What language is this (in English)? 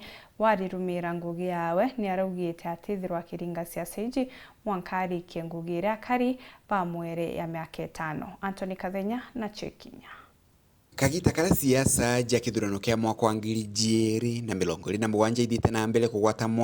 Meru